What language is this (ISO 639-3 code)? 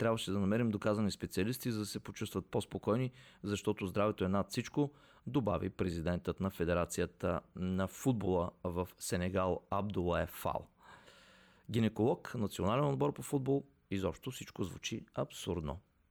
bul